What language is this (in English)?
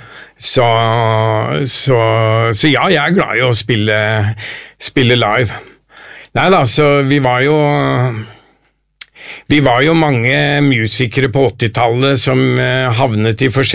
Norwegian